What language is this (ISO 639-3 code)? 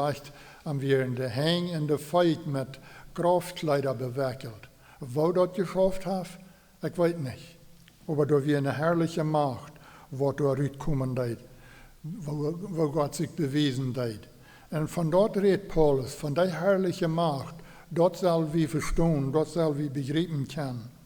pdt